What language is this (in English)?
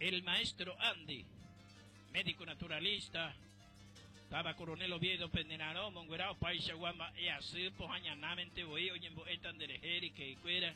Guarani